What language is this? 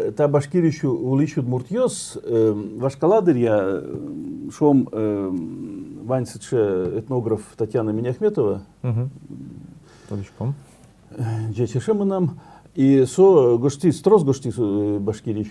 Udmurt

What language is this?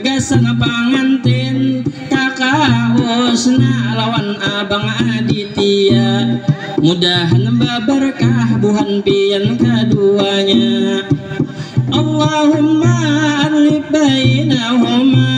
Banjar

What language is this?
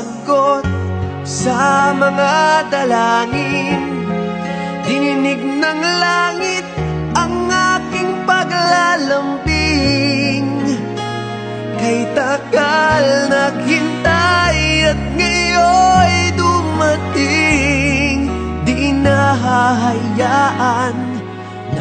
Filipino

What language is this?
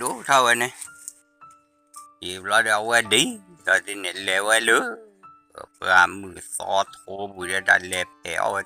S'gaw Karen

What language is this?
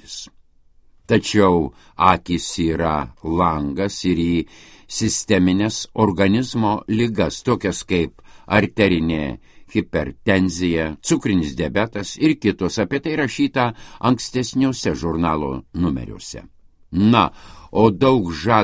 Lithuanian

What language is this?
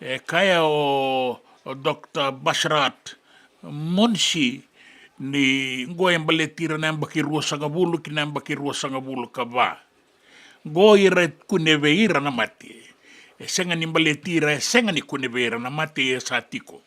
Fijian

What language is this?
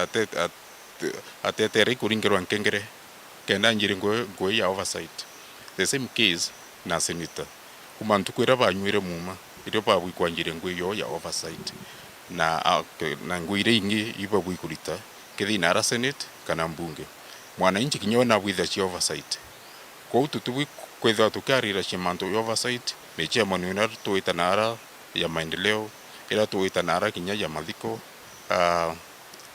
Meru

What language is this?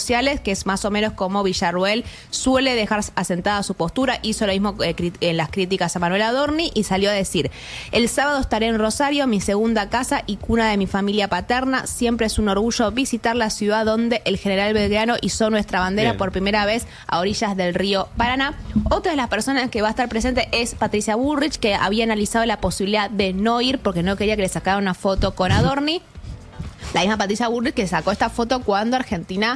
Spanish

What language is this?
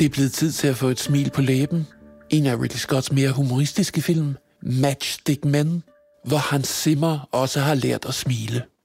Danish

